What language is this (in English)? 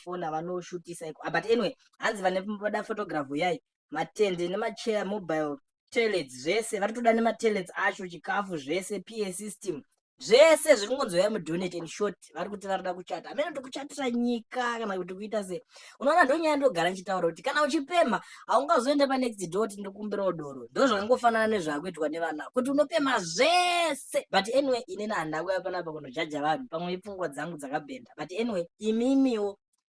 Shona